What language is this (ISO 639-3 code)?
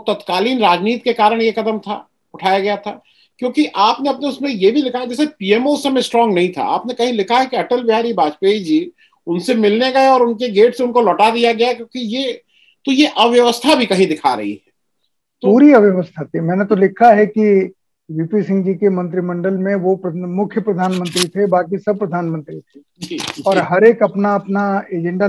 hin